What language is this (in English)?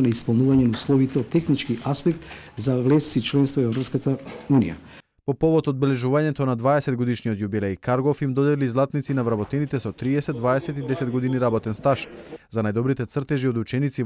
Macedonian